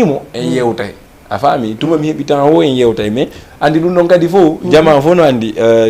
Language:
Fula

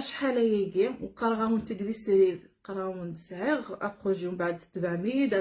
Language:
Kabyle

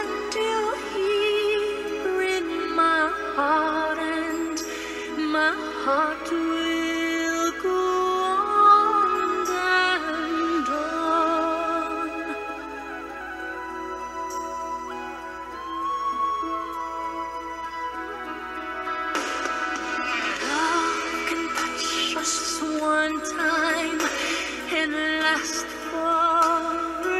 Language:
English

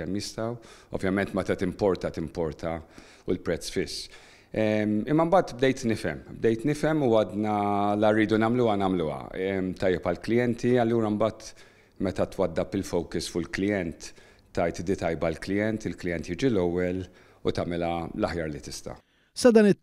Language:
Maltese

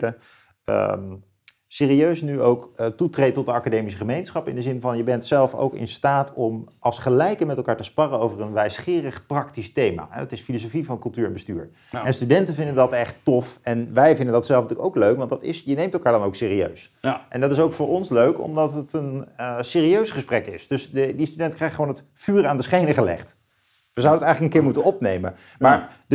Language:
Dutch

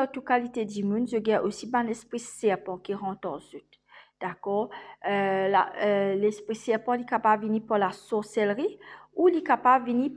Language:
Morisyen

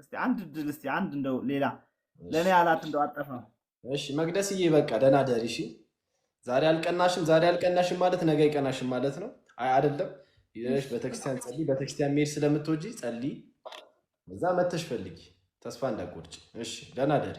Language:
Amharic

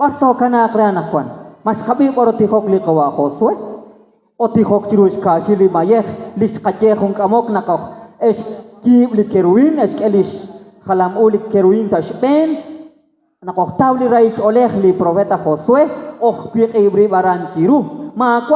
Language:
Kekchí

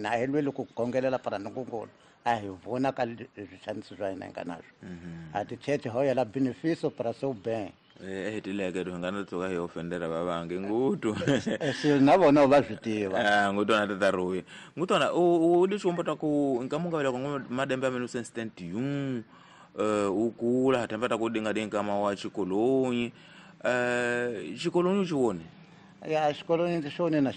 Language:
Tsonga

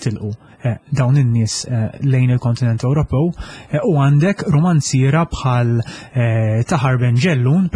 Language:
Maltese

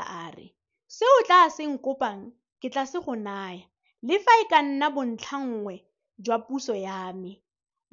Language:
Tswana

